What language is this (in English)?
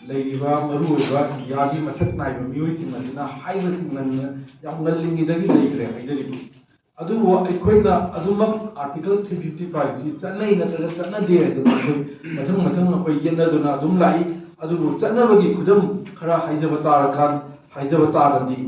Manipuri